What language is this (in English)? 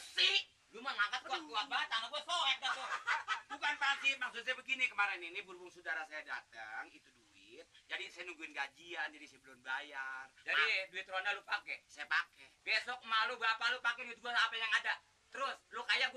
Betawi